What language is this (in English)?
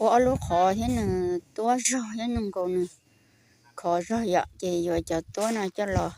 Hmong